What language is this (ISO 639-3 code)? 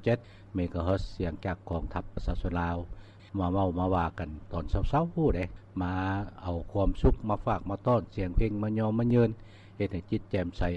lao